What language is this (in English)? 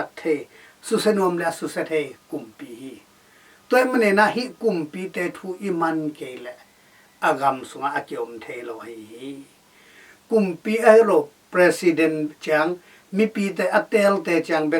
Tedim Chin